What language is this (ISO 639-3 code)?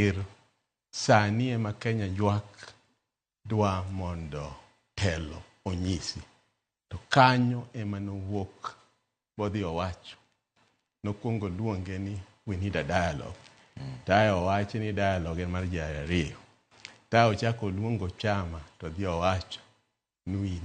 luo